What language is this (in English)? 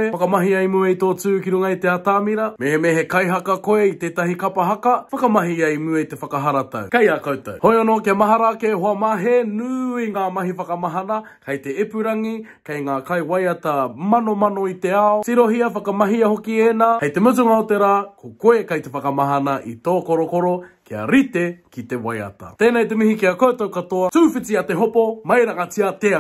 Māori